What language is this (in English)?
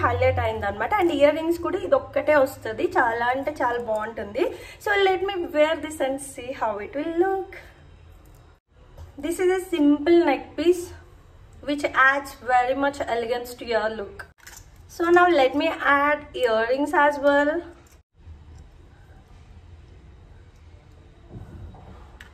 Telugu